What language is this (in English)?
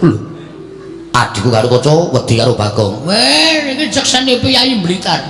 Javanese